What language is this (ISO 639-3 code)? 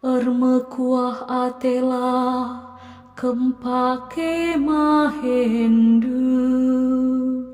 btx